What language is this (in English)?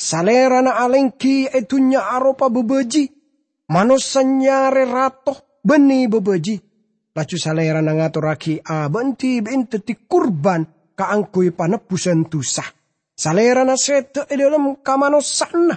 Madurese